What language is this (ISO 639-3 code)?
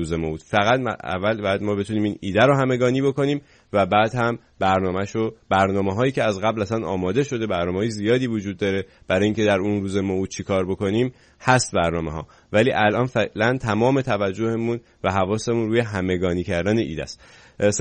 fas